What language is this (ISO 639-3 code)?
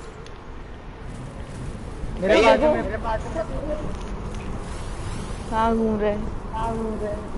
hin